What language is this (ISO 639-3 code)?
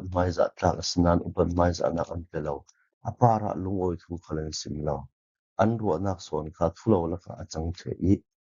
cfm